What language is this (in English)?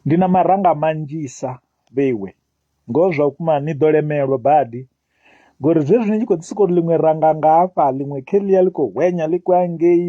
Venda